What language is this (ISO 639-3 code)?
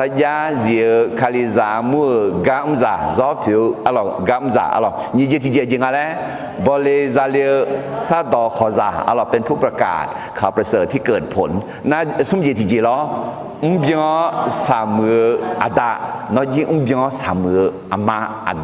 ahk